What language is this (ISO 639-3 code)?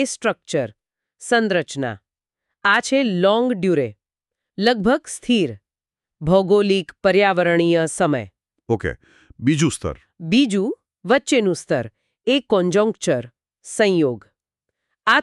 guj